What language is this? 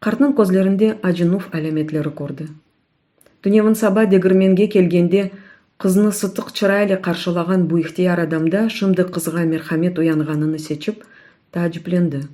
Crimean Tatar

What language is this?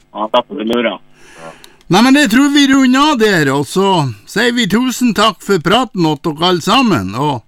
Norwegian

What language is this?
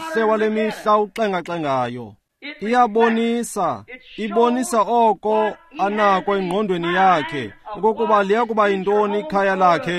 Xhosa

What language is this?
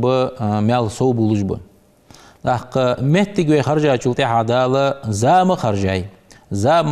Ingush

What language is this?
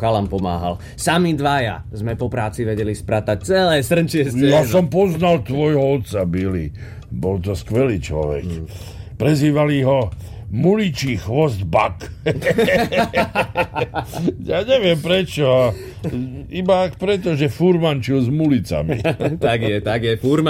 Slovak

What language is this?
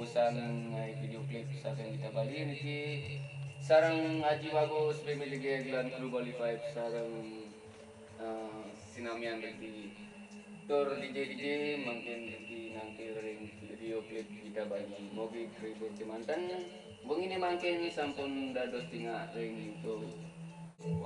Balinese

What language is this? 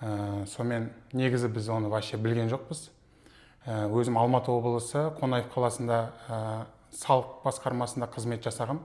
Kazakh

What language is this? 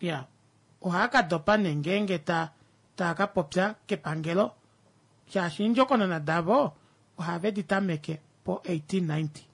Kuanyama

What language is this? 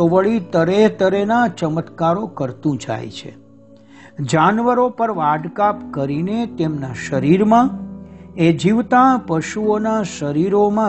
Gujarati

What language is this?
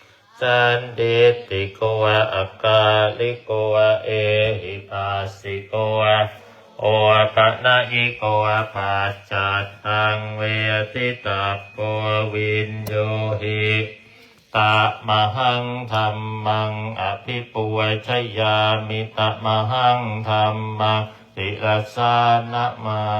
Pali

